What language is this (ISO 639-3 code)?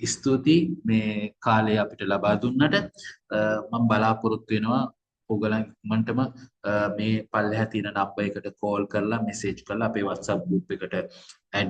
sin